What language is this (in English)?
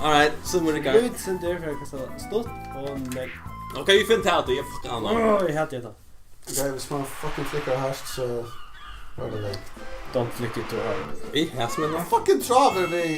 Faroese